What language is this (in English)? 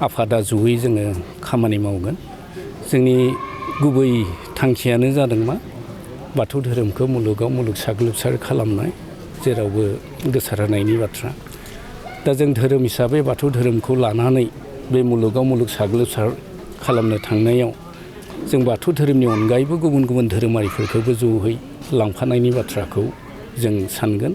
Bodo